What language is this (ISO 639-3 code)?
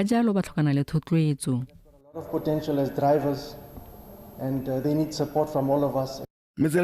tsn